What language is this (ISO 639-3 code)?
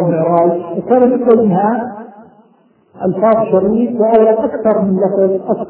ara